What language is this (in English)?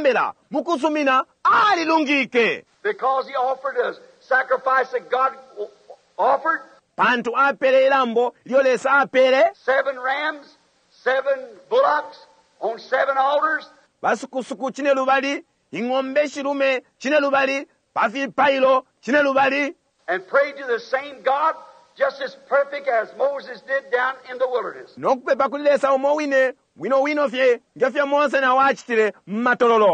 Bemba